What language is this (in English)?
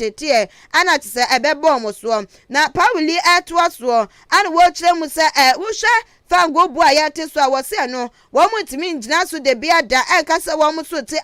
Akan